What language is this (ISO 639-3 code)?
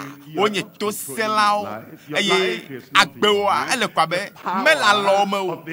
ewe